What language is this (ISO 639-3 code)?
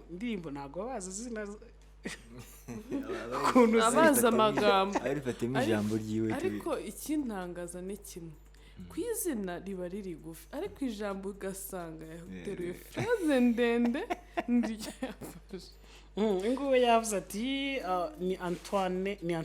kin